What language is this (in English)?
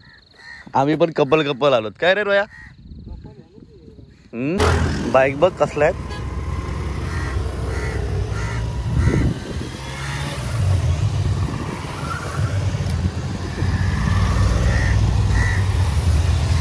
Marathi